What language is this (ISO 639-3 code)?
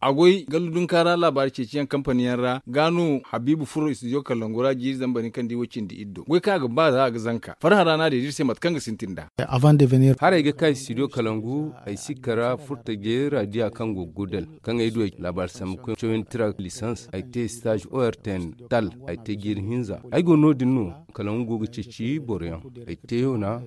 dje